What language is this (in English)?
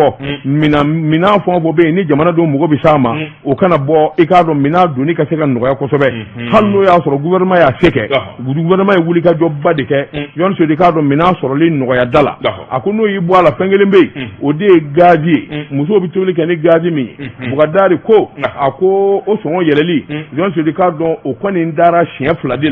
Bambara